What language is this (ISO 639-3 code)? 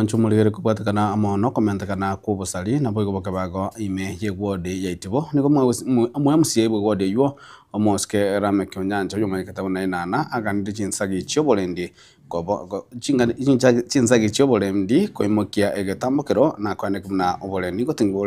guz